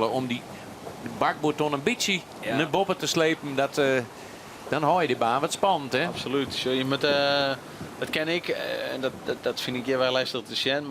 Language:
Western Frisian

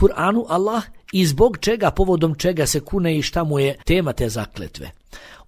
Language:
Bosnian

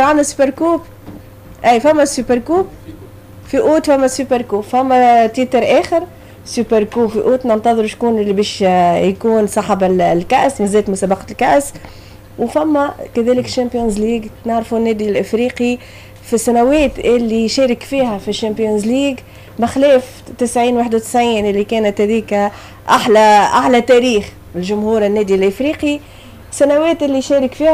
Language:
Tunisian Arabic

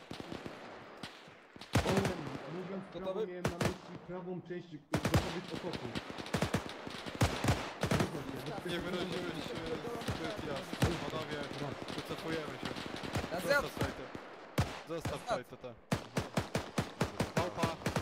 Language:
Polish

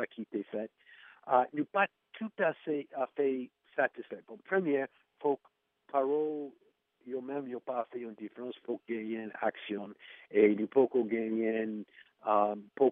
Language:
Haitian Creole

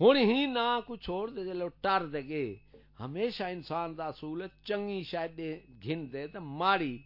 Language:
Saraiki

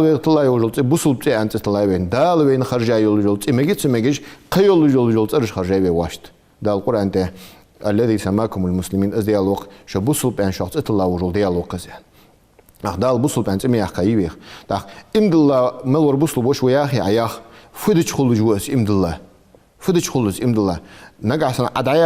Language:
Ingush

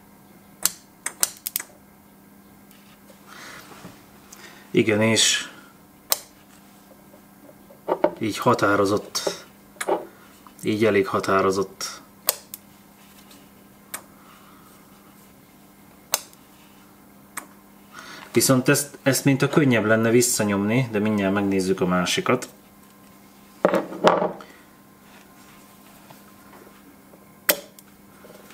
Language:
Hungarian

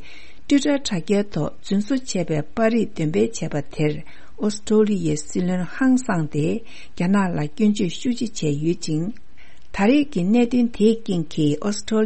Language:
Tibetan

